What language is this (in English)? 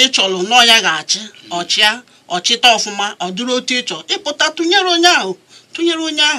Igbo